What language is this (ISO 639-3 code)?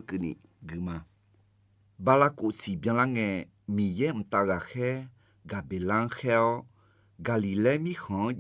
ahk